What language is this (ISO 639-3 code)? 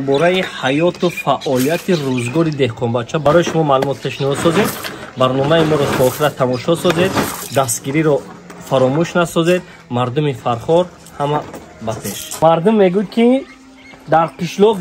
tgk